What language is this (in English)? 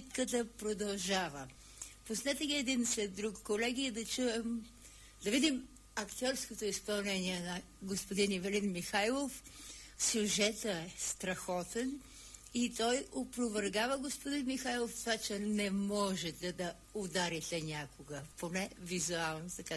Bulgarian